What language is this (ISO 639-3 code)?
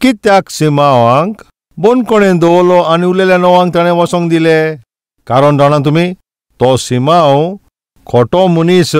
kok